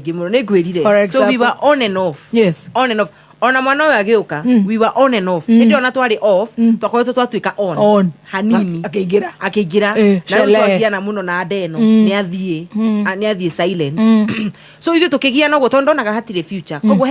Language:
Kikuyu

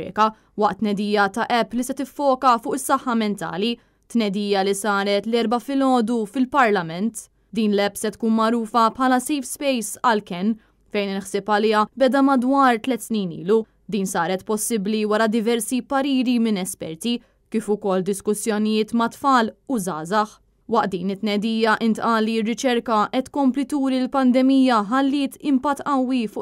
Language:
Maltese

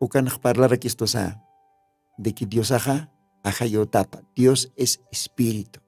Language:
Aymara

